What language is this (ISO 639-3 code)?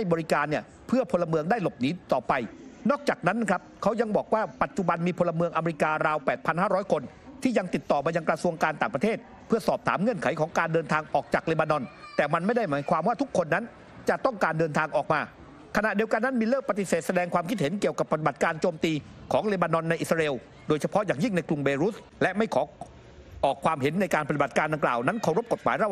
tha